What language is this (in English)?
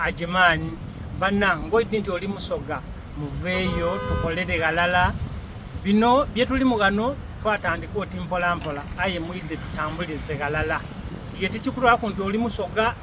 Soga